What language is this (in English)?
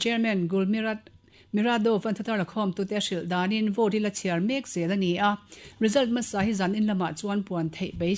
Mizo